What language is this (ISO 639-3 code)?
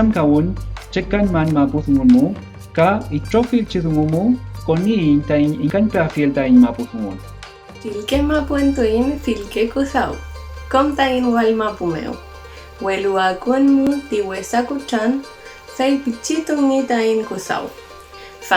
arn